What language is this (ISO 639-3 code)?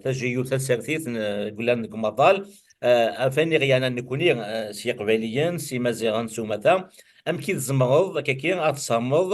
kab